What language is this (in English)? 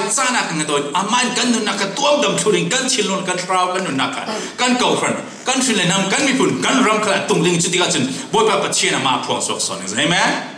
Falam Chin